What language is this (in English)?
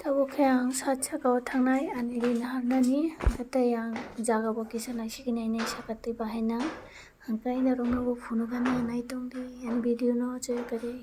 Kok Borok